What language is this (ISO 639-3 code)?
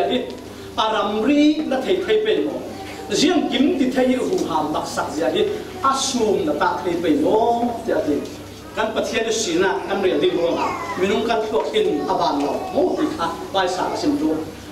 cfm